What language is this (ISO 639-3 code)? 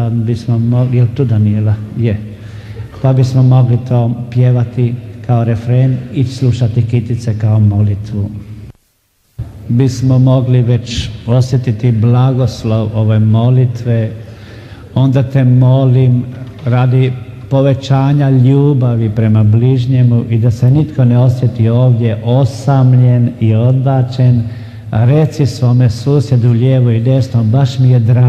hrv